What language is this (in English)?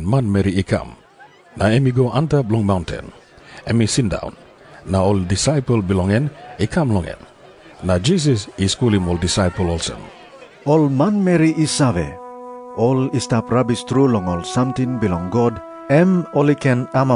Tok Pisin